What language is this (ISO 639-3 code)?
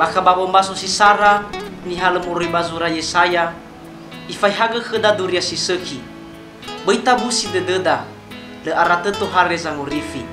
nia